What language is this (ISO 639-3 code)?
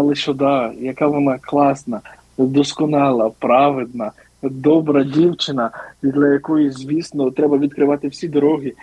ukr